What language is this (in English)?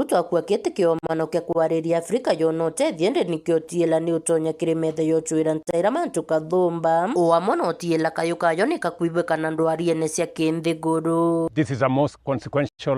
Meru